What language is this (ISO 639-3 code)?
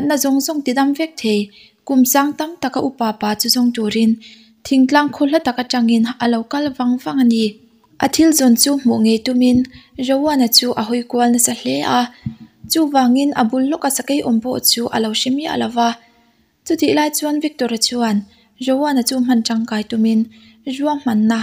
lus